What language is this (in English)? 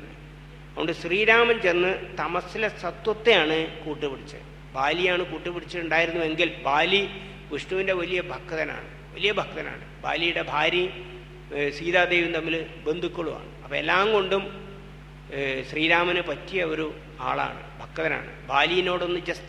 Malayalam